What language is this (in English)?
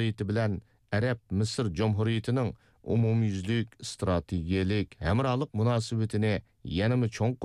Uyghur